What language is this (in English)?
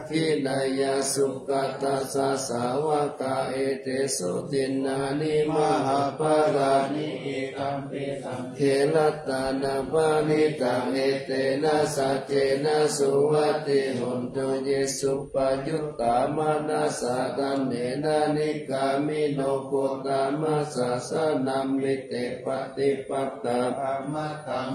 Pali